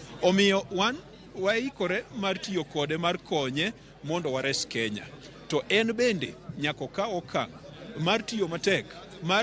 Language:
Luo (Kenya and Tanzania)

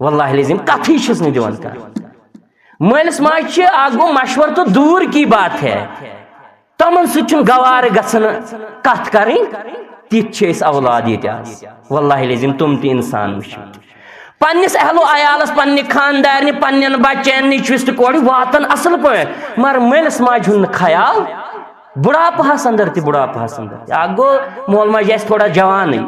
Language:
Kashmiri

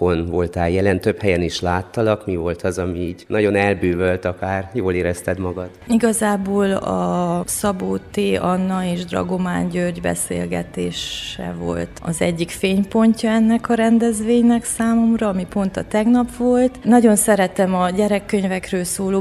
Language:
Hungarian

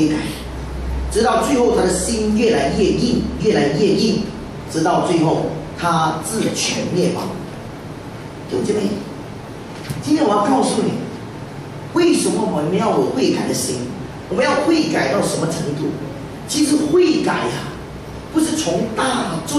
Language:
Chinese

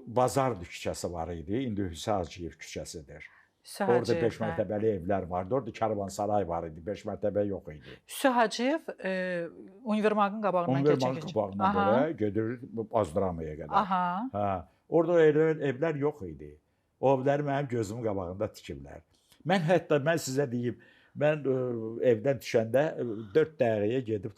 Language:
Azerbaijani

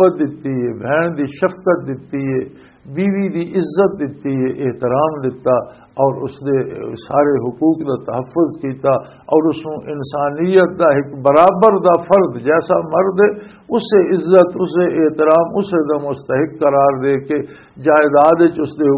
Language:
Western Panjabi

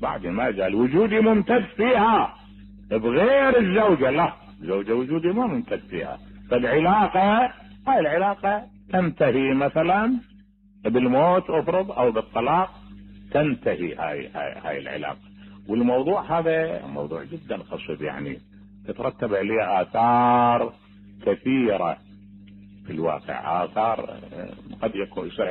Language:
Mesopotamian Arabic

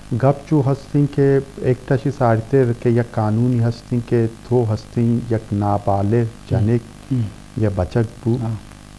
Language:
Eastern Balochi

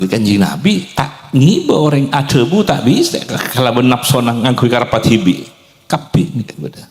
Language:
Madurese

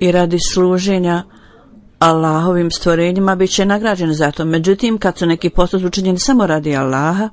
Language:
Bosnian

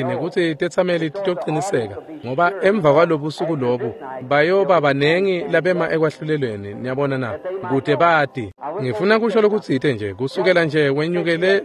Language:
Swati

